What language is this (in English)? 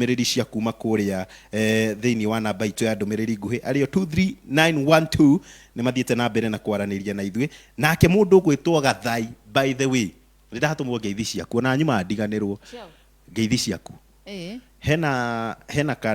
Kikuyu